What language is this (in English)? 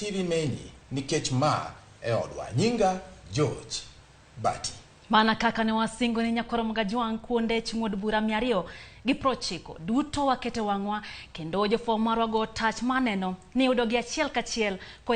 Luo (Kenya and Tanzania)